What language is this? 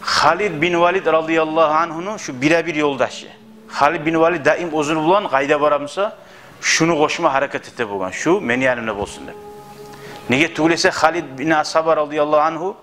Kumyk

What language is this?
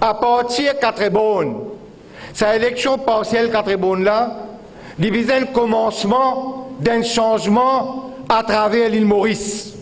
Morisyen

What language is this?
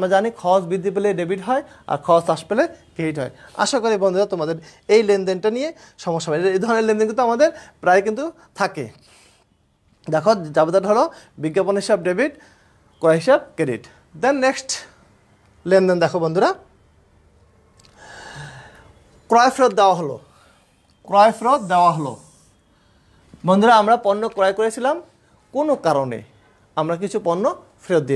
Bangla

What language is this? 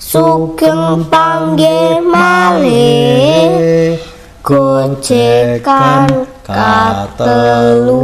Javanese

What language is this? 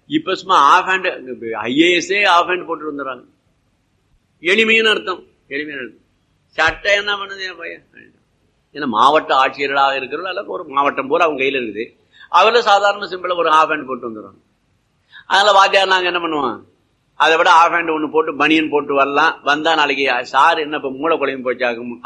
Tamil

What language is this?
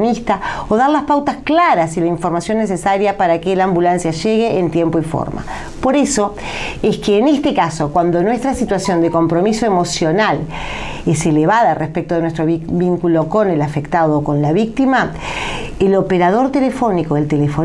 Spanish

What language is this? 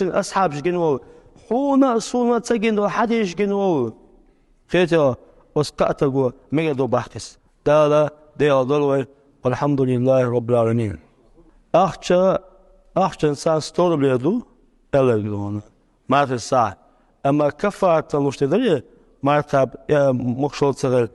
Chechen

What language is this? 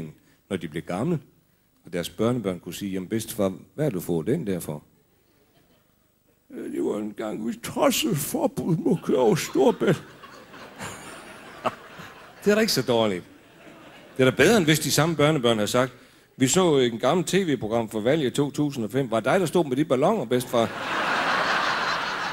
Danish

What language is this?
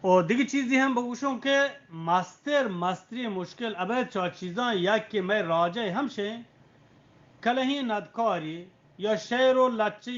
Eastern Balochi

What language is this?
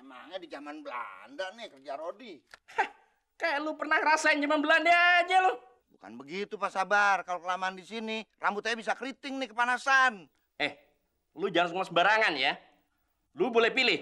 Betawi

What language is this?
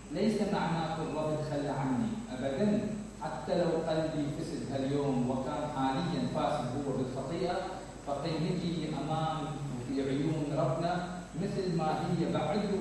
Mesopotamian Arabic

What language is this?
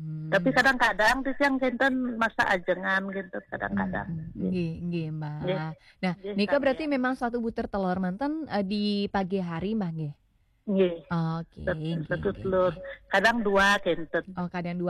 Balinese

